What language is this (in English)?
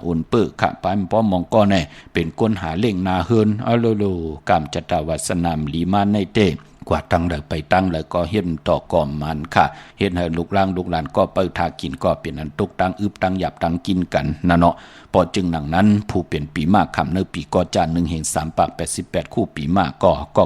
Shan